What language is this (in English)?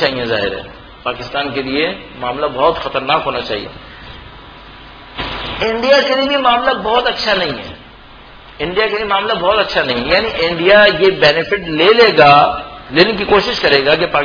Urdu